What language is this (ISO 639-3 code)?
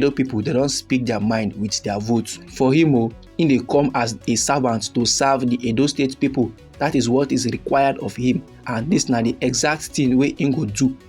pcm